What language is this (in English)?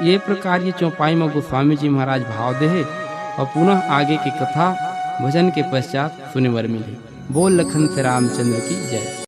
Chhattisgarhi